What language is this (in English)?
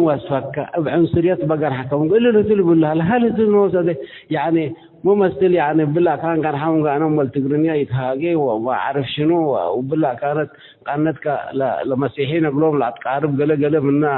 Tigre